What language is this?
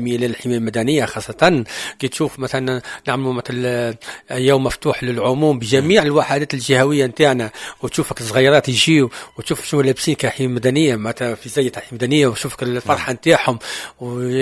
Tunisian Arabic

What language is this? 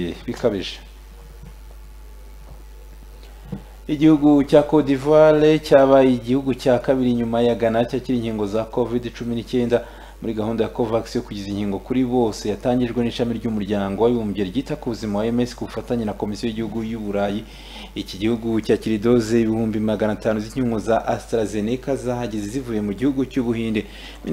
Kinyarwanda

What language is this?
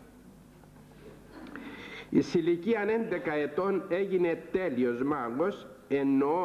Greek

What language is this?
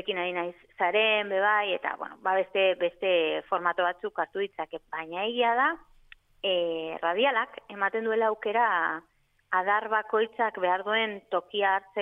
Basque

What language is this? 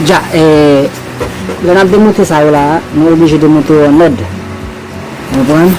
Haitian Creole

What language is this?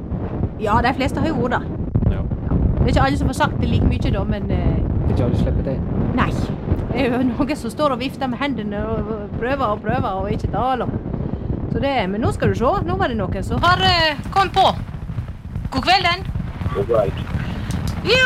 Norwegian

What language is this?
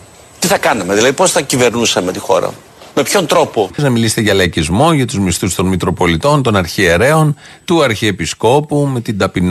Greek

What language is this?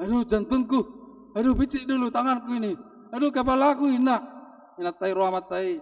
Batak Toba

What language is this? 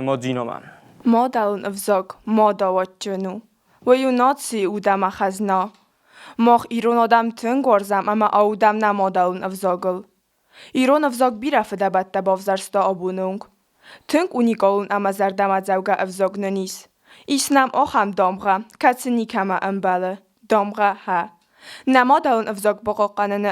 Ossetic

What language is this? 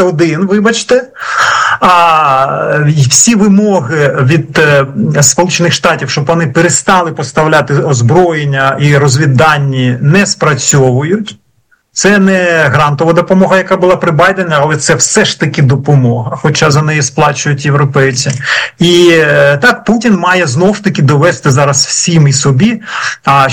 Ukrainian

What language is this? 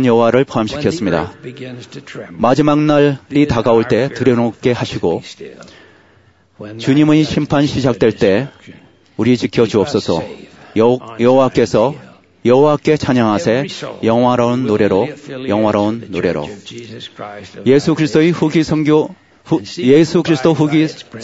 Korean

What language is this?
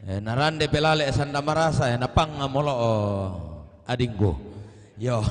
Toraja-Sa'dan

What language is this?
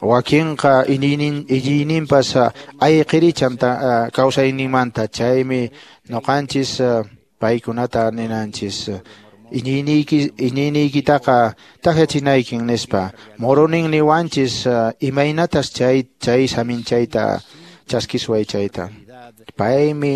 Quechua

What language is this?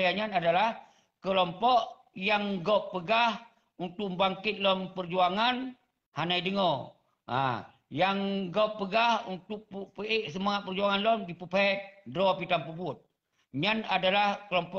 Achinese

